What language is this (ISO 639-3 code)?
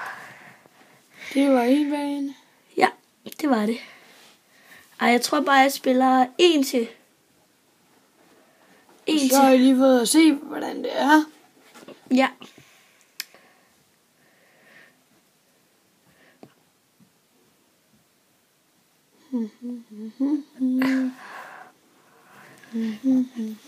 dan